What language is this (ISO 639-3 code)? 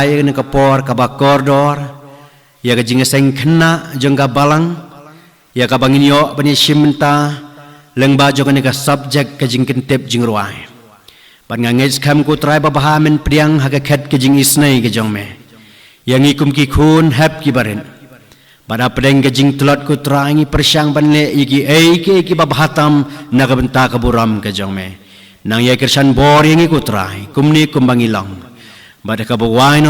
kha